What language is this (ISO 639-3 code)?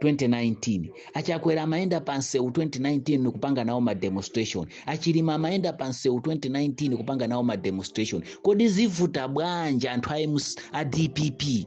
nya